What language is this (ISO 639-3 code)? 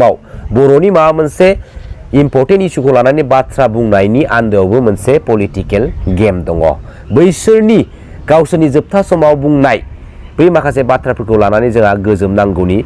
brx